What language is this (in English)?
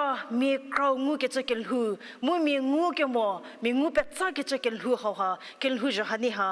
Angami Naga